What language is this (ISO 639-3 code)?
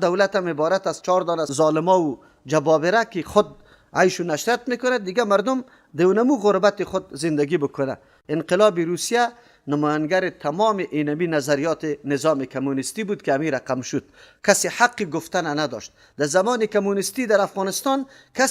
fas